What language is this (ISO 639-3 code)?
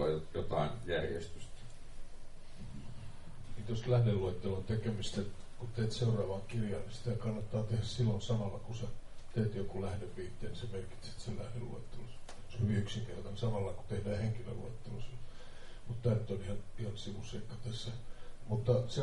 fin